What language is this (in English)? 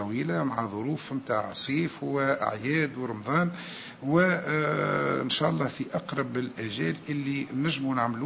Tunisian Arabic